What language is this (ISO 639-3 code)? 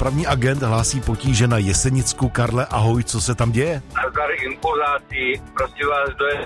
ces